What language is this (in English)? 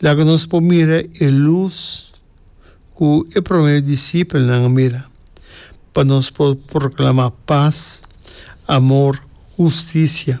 Papiamento